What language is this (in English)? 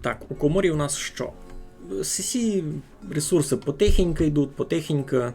Rusyn